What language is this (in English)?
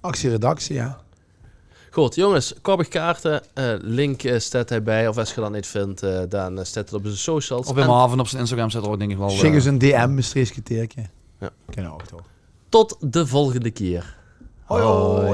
Limburgish